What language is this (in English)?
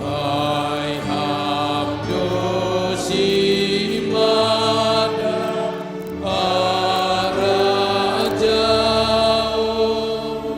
Batak Simalungun